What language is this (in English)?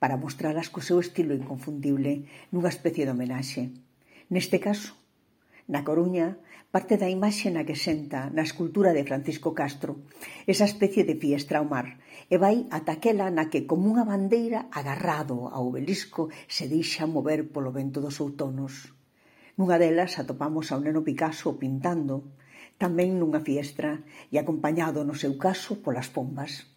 Galician